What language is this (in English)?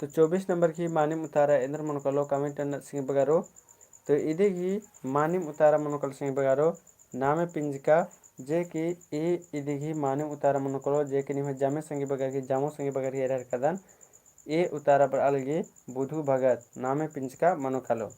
Kurukh